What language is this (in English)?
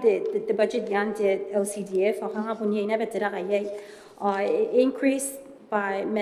Gilbertese